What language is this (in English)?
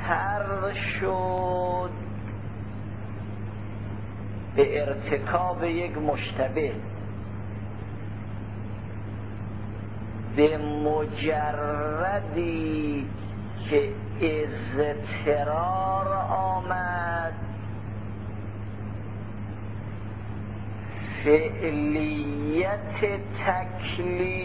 Persian